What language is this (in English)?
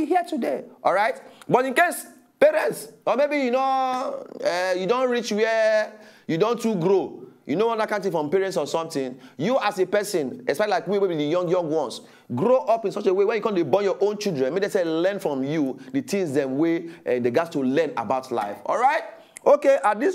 Nigerian Pidgin